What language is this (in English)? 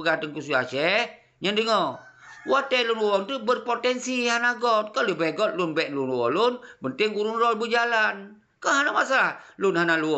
Achinese